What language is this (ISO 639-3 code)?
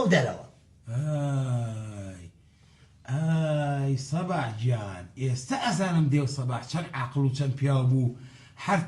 ckb